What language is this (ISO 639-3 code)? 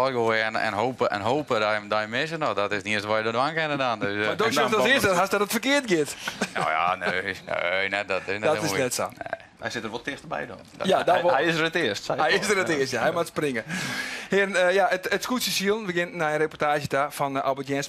fry